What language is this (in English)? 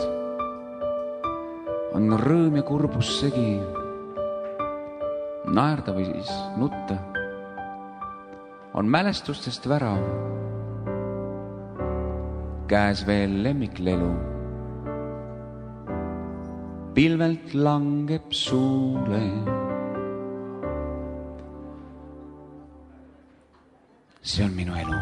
Estonian